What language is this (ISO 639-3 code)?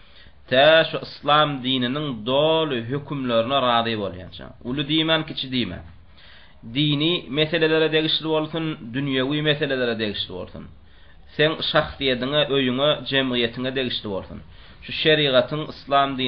tuk